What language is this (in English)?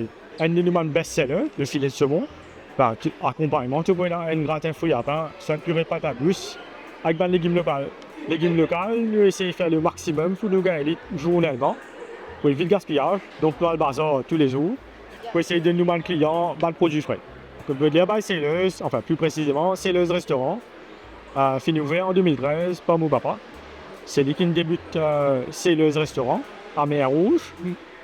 Morisyen